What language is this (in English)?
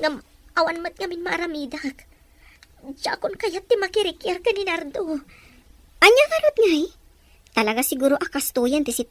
Iloko